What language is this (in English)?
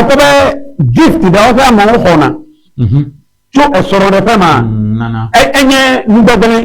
Ewe